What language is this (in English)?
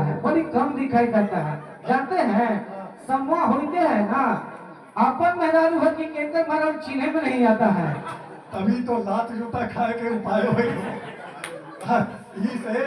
Magahi